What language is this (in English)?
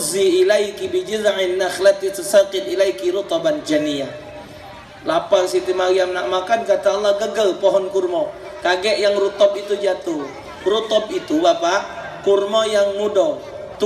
Musi